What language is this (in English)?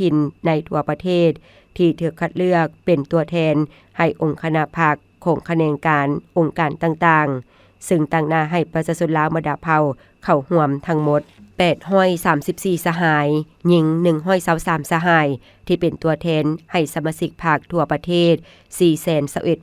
Lao